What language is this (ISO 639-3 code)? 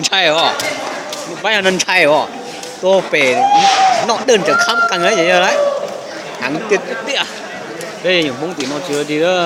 hmn